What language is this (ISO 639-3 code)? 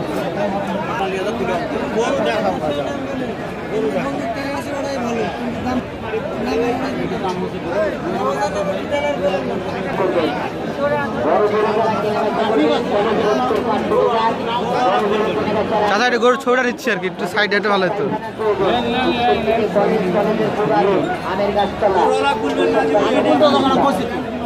ben